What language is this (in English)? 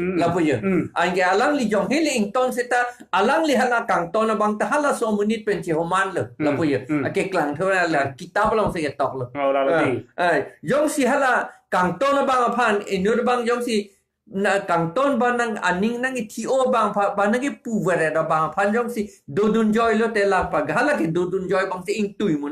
Karbi